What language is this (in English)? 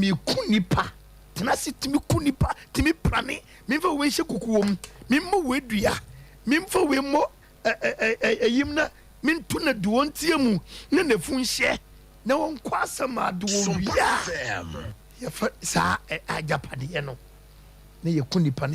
Akan